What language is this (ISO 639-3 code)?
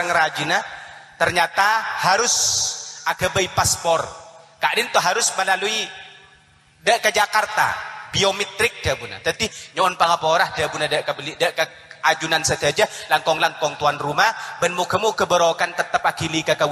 mad